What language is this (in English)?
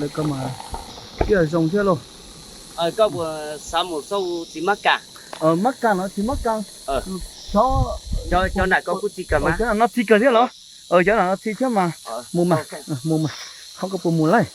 Hmong